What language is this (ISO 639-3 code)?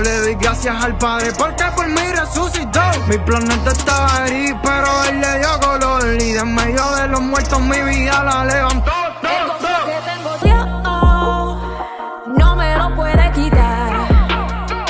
spa